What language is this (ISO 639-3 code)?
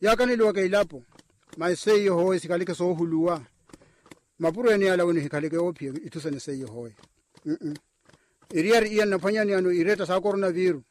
vmw